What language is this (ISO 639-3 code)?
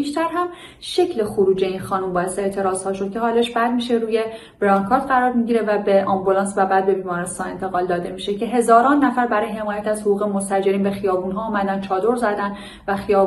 fas